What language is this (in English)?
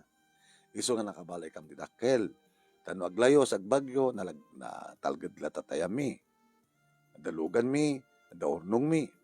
Iloko